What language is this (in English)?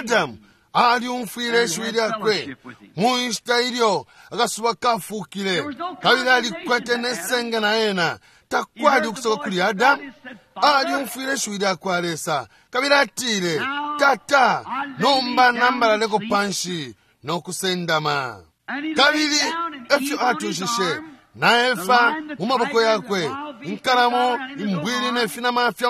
Bemba